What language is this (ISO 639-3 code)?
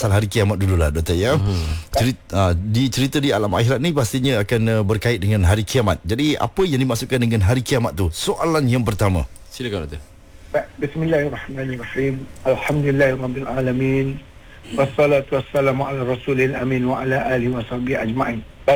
msa